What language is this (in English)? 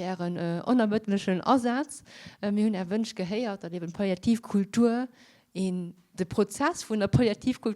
Luxembourgish